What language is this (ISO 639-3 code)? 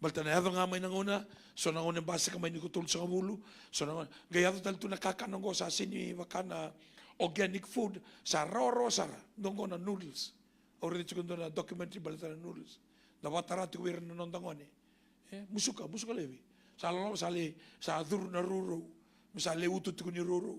fij